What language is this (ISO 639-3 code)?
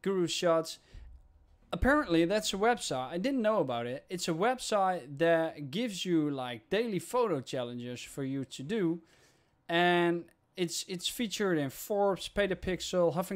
eng